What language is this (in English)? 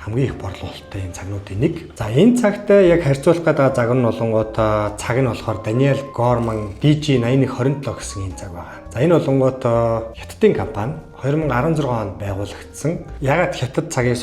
Mongolian